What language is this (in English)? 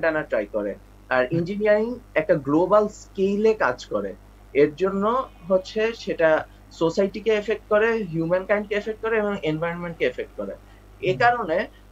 Bangla